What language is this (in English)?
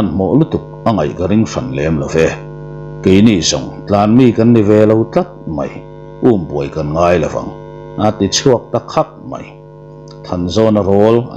Mizo